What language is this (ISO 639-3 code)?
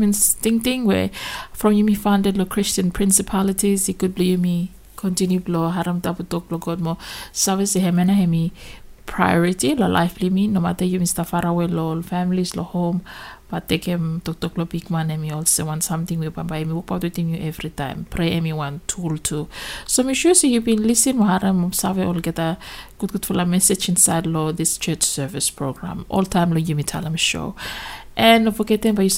bis